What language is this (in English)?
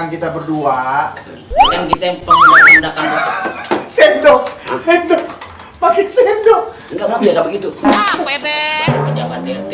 Betawi